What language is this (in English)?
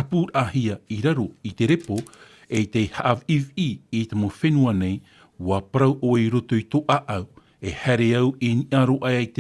Tahitian